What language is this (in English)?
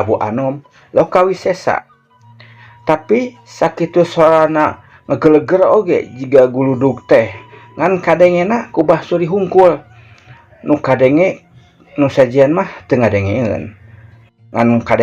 Sundanese